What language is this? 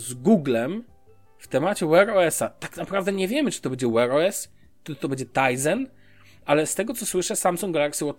Polish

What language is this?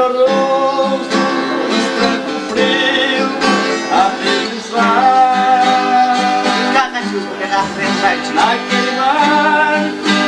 Portuguese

